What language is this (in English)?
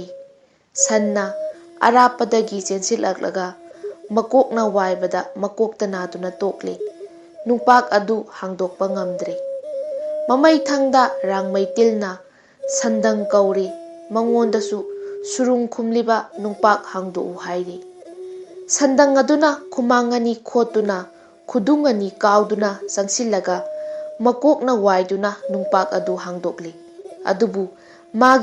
Manipuri